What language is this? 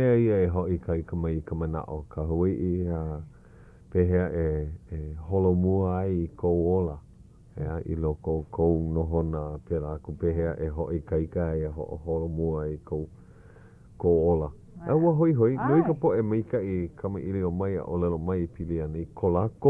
Hawaiian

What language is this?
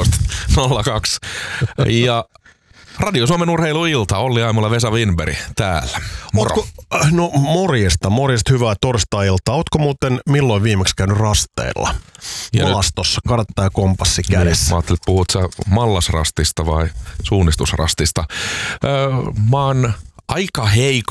Finnish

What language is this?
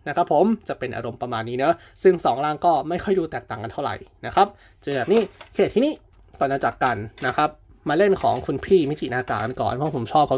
Thai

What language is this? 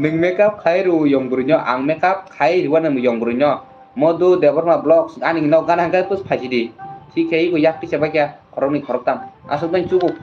Kok Borok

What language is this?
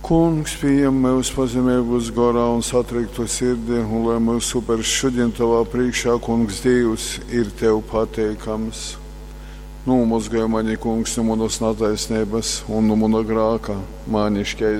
Latgalian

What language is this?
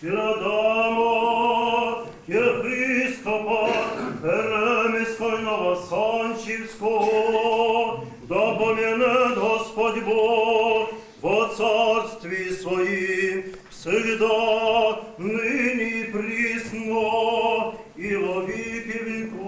Rusyn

